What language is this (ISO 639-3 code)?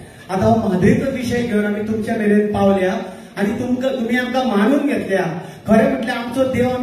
kok